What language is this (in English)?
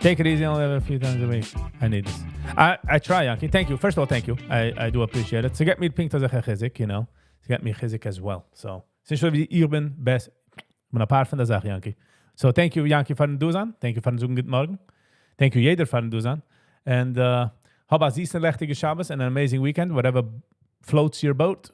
Yiddish